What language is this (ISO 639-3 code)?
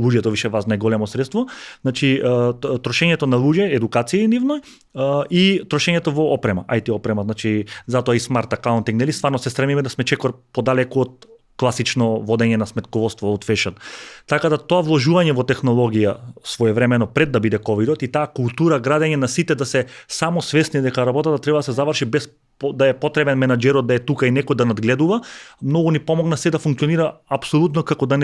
mkd